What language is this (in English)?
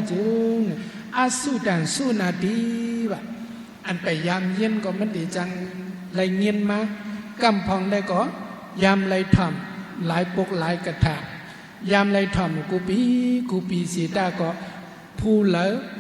Shan